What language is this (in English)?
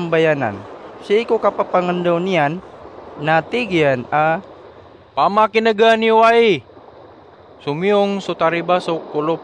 Maranao